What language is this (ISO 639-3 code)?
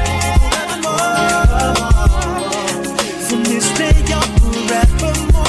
eng